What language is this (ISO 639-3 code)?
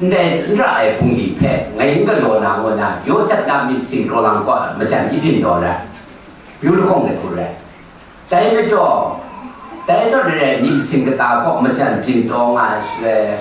kac